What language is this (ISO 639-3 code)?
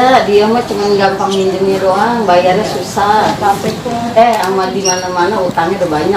bew